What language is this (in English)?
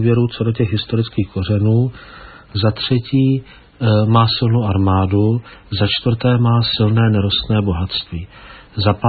Czech